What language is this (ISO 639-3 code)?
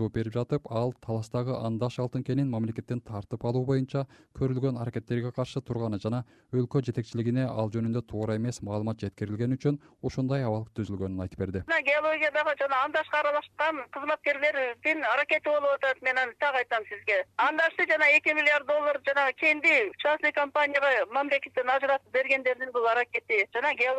kir